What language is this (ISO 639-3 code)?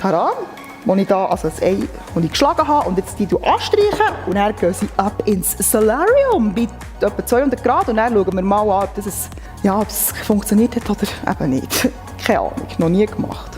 gsw